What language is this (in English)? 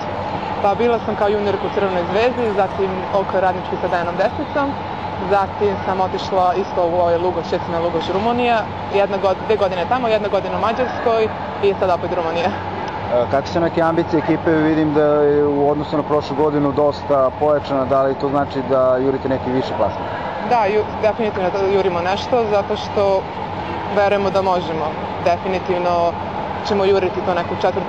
Serbian